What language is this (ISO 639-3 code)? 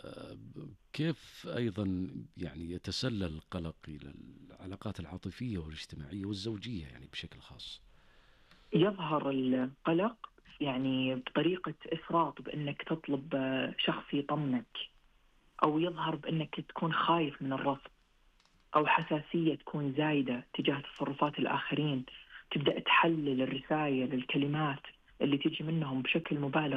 ars